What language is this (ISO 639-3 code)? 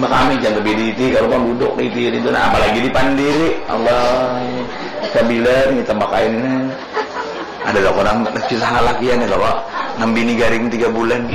bjn